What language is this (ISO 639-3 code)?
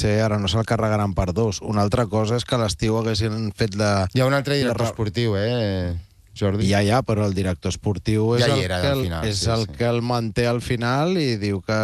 cat